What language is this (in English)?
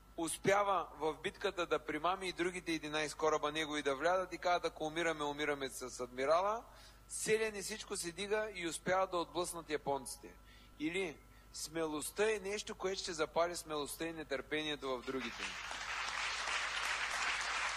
Bulgarian